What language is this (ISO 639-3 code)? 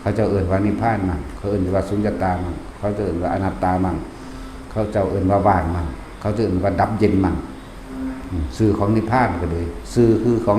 tts